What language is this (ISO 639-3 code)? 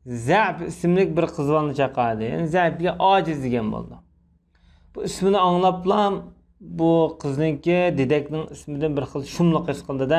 uig